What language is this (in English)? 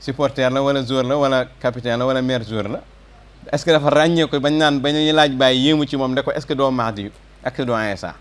Wolof